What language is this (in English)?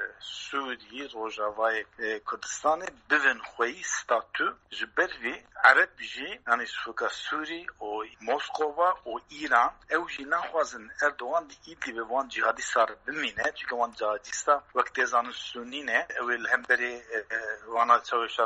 Kurdish